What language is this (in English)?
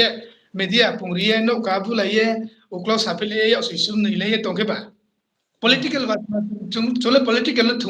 Riang (India)